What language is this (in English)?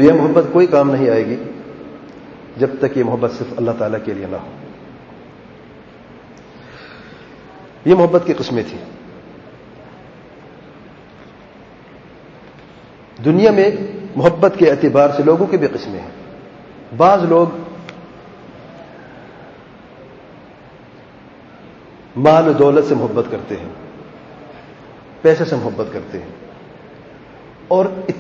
Urdu